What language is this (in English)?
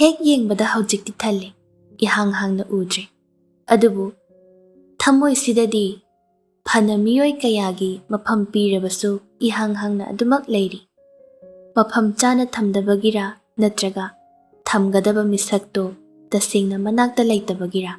Manipuri